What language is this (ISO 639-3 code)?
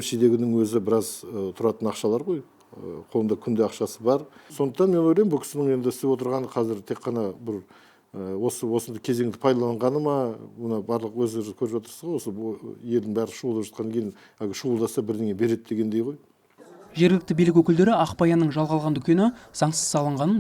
kaz